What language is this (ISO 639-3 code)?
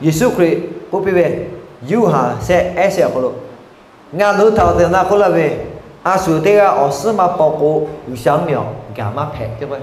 lhu